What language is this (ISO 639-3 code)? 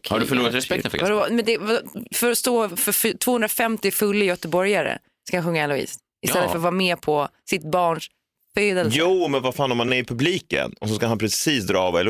swe